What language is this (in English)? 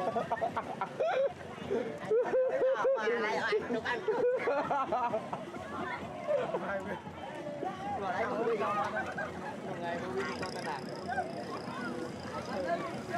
Vietnamese